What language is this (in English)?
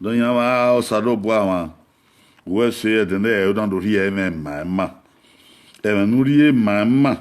Bini